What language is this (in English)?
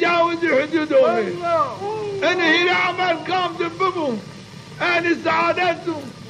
Zaza